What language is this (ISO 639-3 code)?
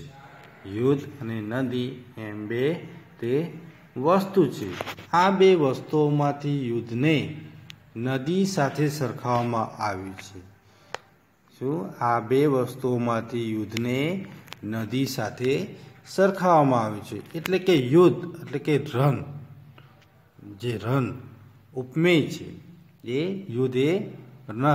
guj